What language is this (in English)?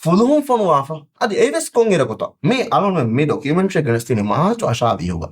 Divehi